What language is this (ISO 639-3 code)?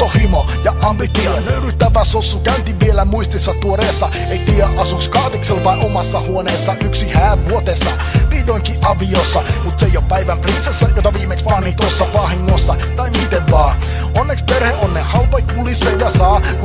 fin